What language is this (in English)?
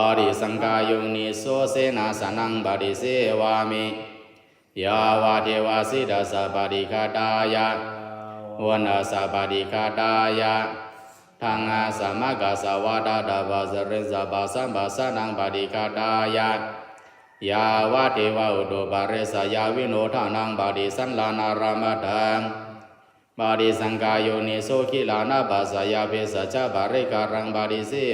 Pali